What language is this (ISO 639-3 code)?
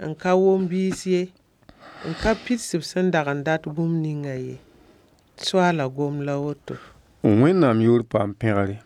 mos